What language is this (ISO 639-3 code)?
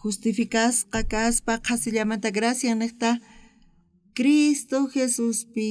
quh